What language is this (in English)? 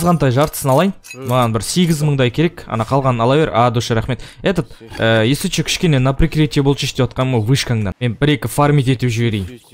Kazakh